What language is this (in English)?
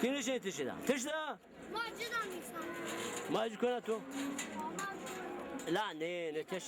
Zaza